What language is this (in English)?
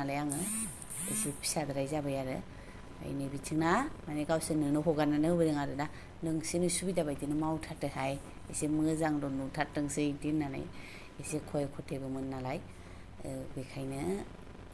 Bodo